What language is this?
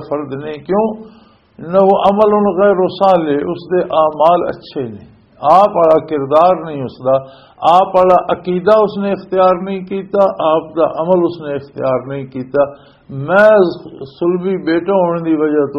Western Panjabi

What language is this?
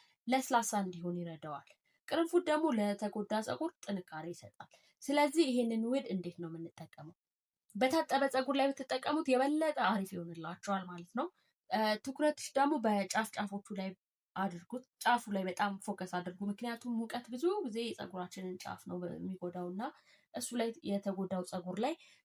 Amharic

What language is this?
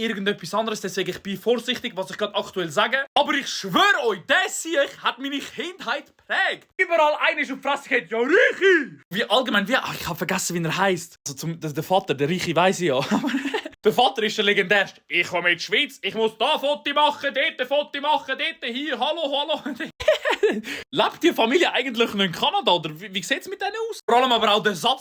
Swiss German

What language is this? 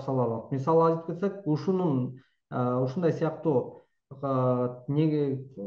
Kyrgyz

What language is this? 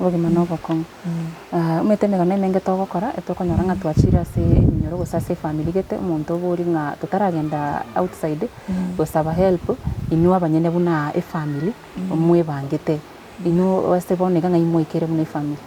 Gusii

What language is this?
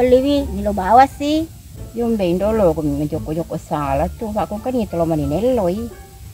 Buginese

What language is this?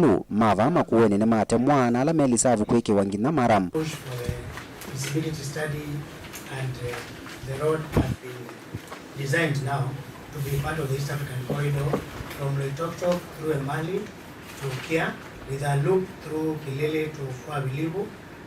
Kamba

